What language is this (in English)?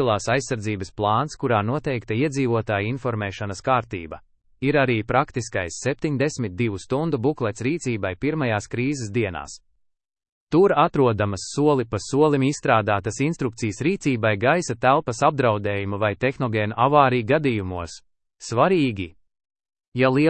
Latvian